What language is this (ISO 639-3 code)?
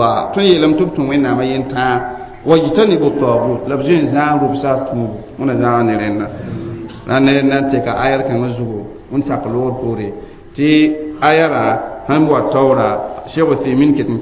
mos